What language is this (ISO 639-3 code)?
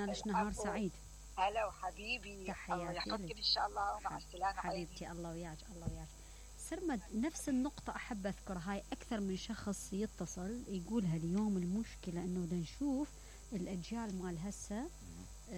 acm